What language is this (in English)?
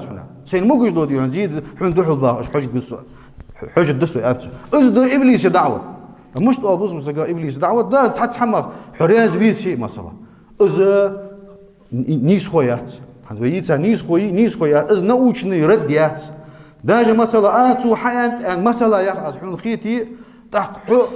Ingush